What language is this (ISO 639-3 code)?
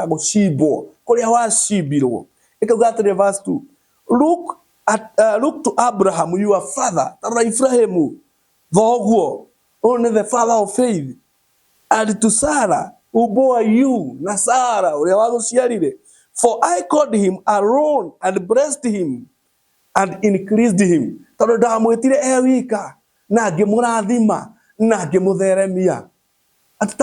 kik